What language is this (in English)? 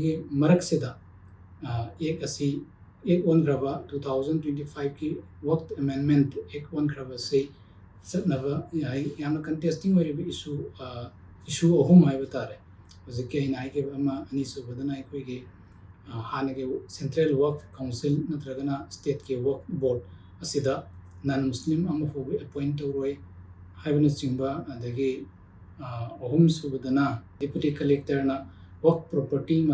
Manipuri